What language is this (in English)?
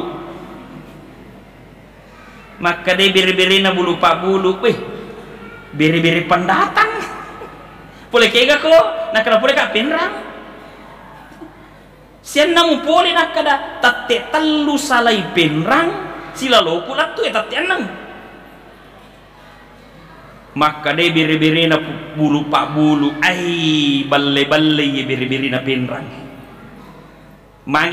Buginese